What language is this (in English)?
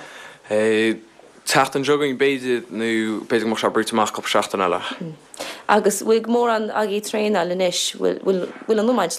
Irish